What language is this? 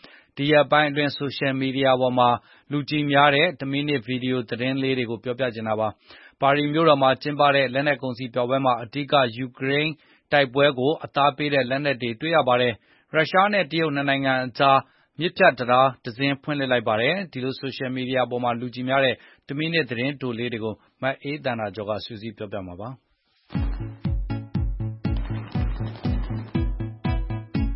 Burmese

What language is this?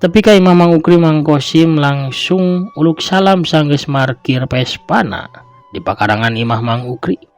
Sundanese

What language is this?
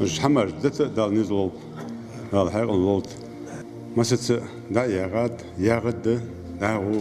Ingush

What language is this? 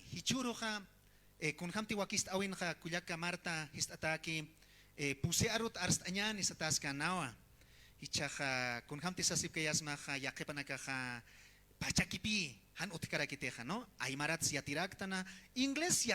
Aymara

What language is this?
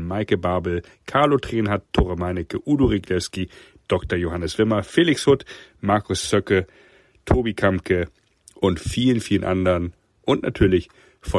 German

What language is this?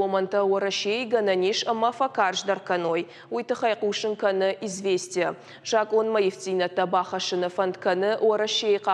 Ossetic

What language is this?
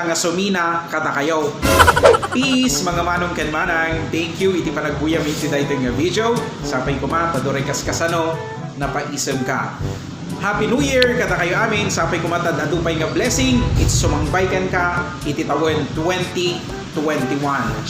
Iloko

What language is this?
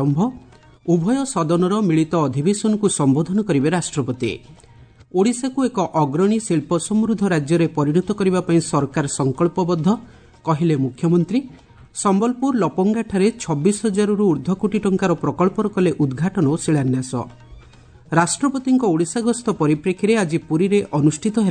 Odia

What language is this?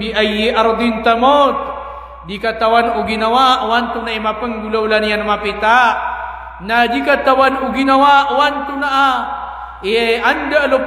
Maranao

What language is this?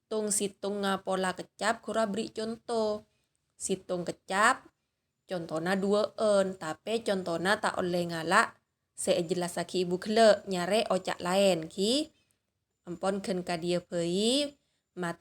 Madurese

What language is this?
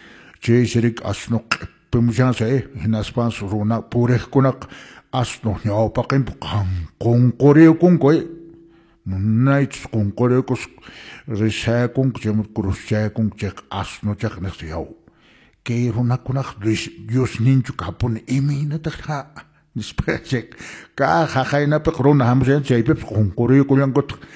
Quechua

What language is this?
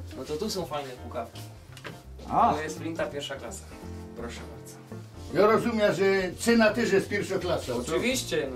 Silesian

